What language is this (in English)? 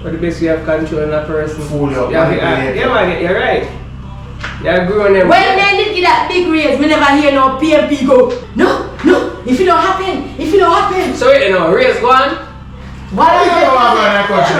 Jamaican Creole English